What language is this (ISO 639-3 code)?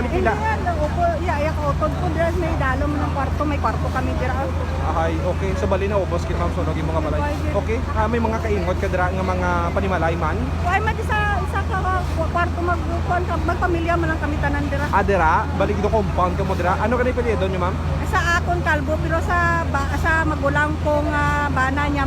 hil